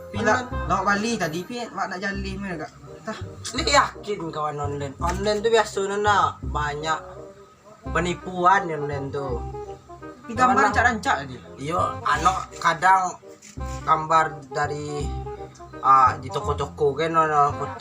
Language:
Minangkabau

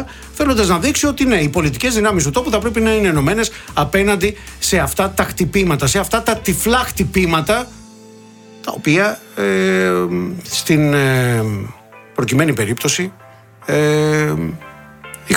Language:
Greek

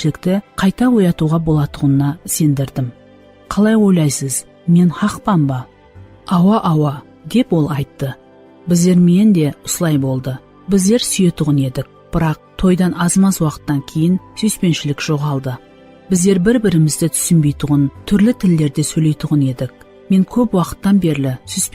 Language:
Kara-Kalpak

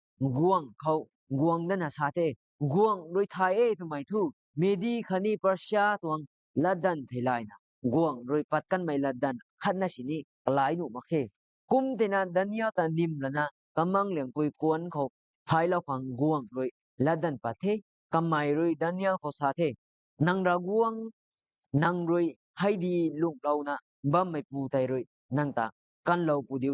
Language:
Rongmei Naga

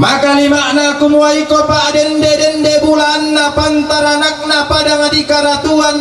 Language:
Toraja-Sa'dan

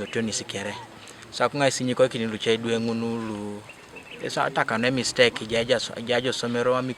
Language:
Teso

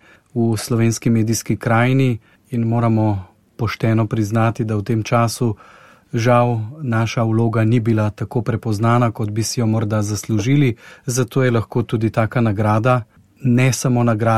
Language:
Slovenian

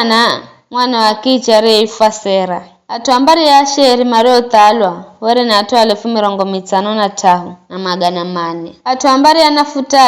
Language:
Giryama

